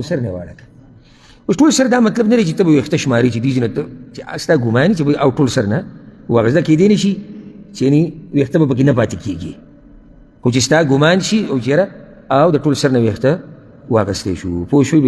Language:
Pashto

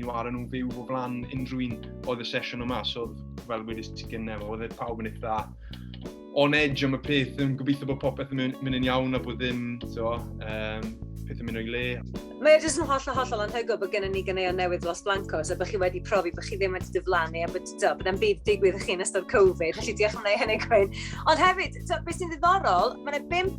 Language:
Welsh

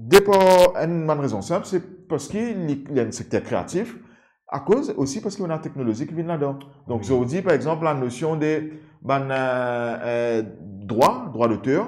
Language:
Morisyen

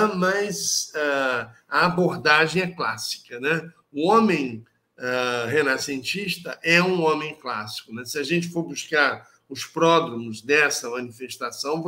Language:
Portuguese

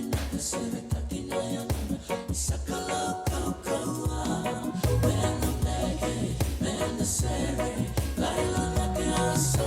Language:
Fijian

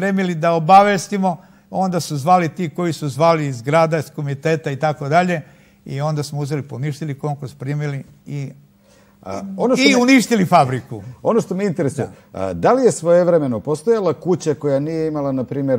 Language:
Serbian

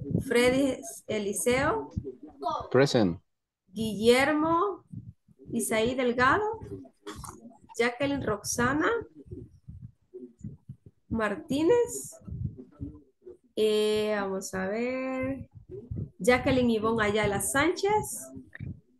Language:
Spanish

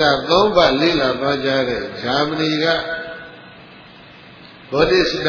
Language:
Burmese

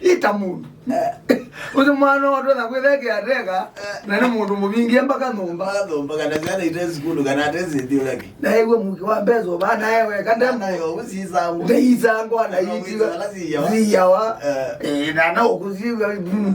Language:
Kamba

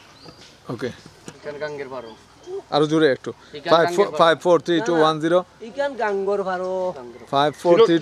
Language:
Sylheti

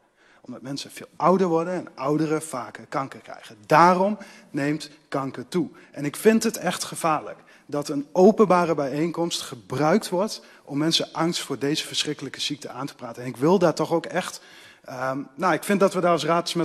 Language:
Dutch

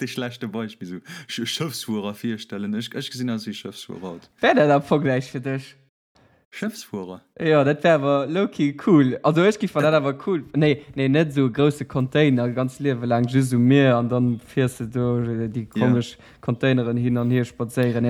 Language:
Luxembourgish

